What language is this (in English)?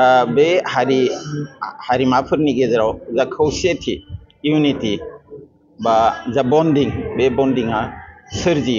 Bodo